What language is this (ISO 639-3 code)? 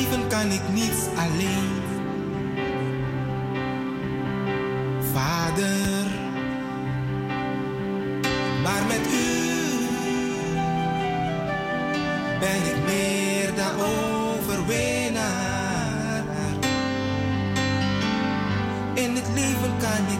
nld